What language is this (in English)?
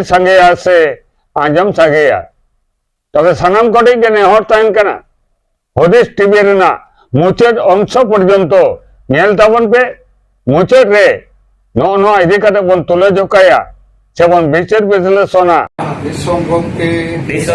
Santali